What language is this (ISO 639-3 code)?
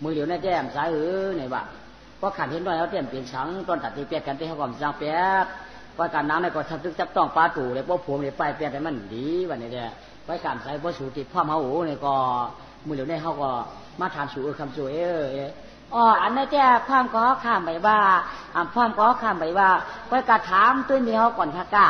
shn